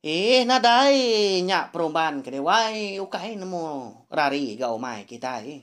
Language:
Iban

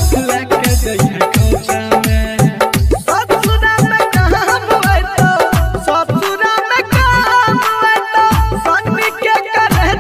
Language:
Bhojpuri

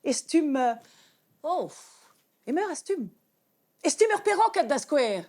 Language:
Breton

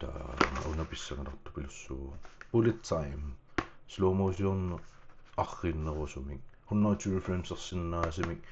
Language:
Kalaallisut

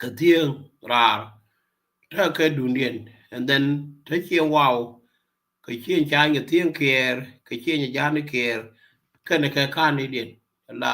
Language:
Nuer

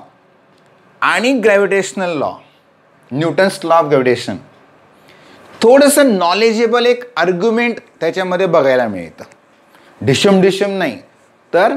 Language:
Marathi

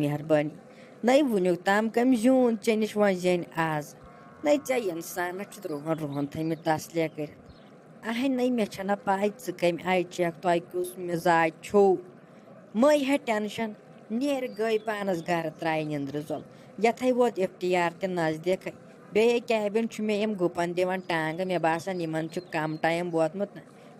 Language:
Kashmiri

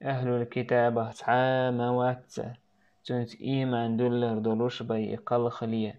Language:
Chechen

